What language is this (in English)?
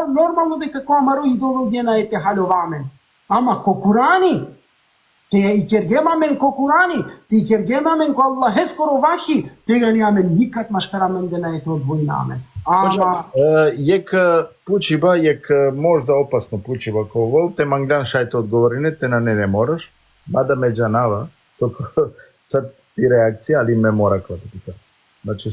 Balkan Romani